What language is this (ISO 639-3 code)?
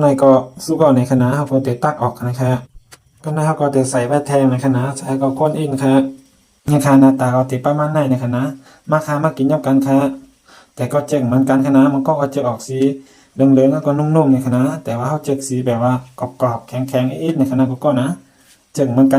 shn